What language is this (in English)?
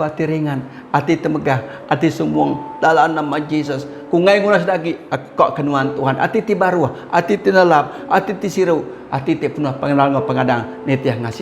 Iban